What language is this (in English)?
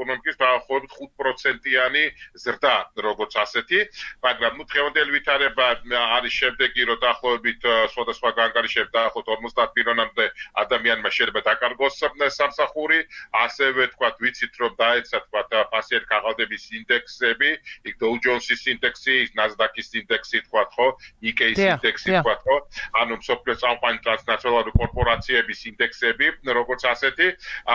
Georgian